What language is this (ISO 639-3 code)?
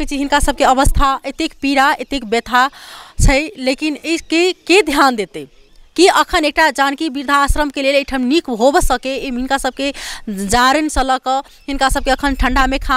mai